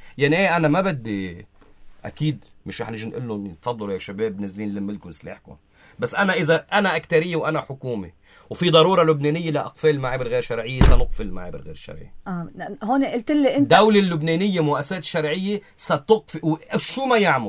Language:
North Levantine Arabic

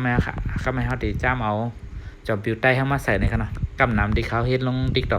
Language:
Shan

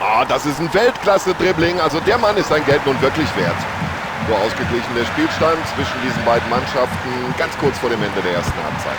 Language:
Bavarian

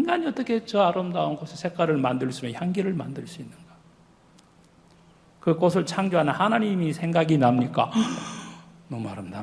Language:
Korean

